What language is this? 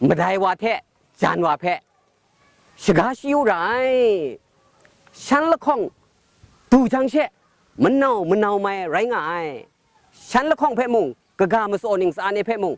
Kachin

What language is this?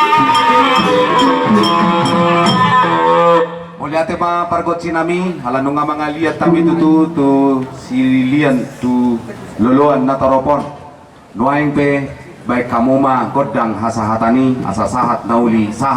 Batak Toba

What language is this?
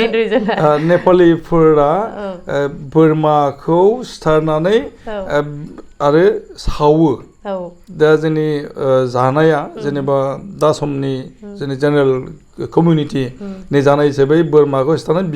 Bodo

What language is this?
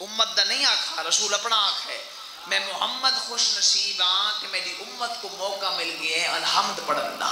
Saraiki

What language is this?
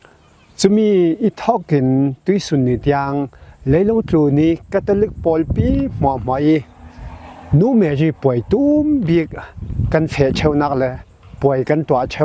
Falam Chin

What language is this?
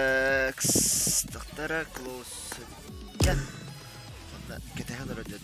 Yakut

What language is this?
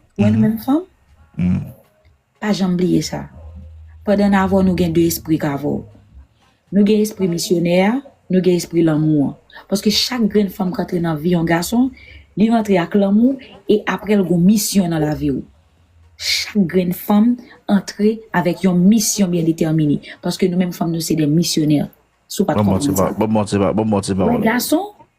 Haitian Creole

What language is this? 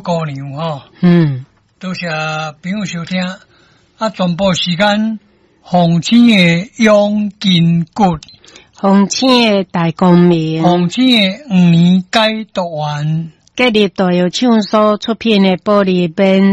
Min Nan Chinese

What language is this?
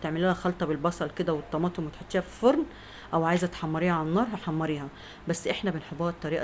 Egyptian Arabic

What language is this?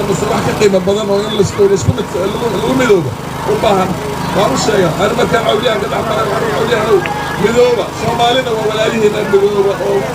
Somali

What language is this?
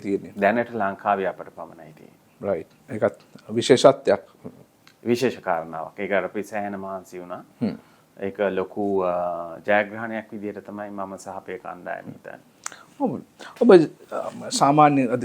Sinhala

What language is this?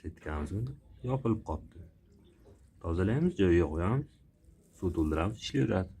Uzbek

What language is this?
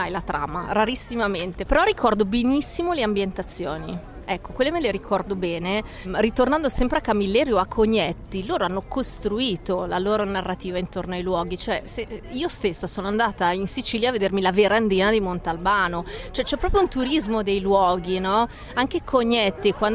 Italian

